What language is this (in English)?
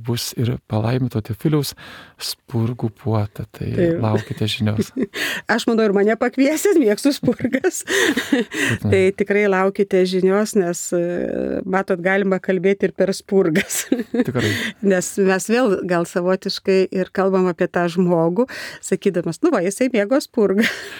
Lithuanian